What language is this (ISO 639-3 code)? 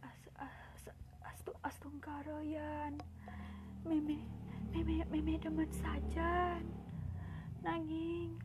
ban